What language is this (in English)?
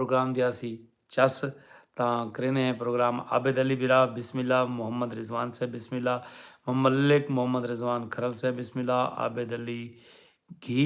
Saraiki